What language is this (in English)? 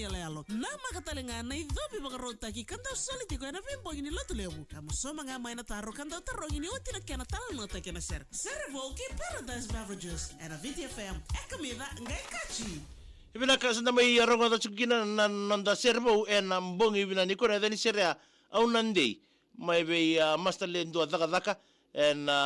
Fijian